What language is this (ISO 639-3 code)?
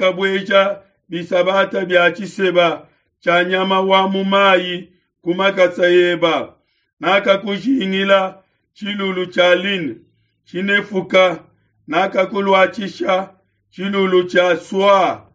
lua